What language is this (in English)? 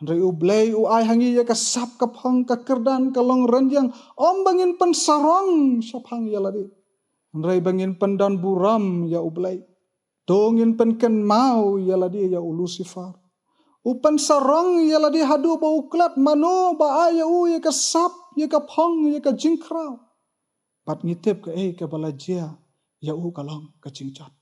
Khasi